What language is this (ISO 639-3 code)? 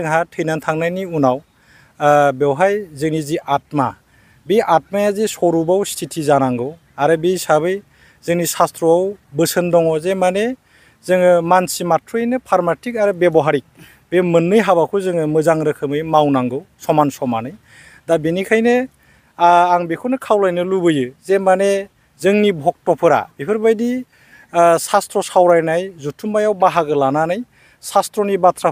brx